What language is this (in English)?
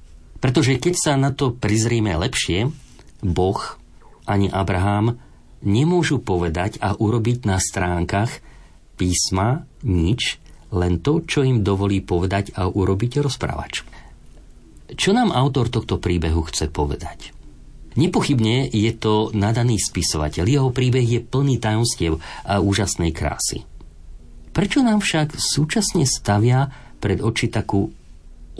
Slovak